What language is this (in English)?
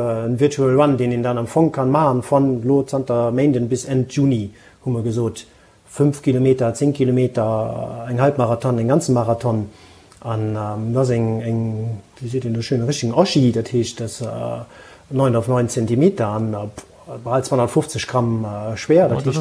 Luxembourgish